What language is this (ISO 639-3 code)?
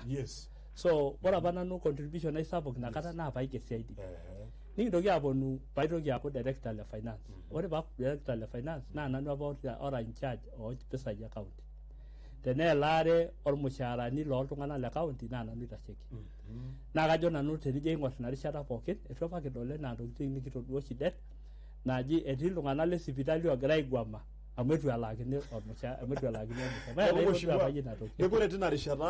mas